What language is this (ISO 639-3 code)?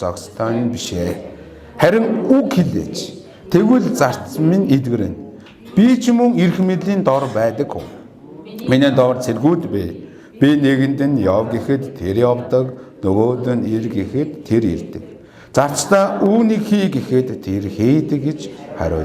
mon